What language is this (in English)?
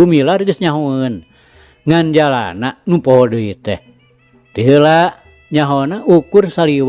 Sundanese